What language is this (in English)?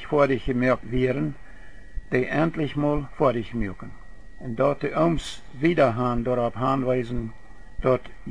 Plautdietsch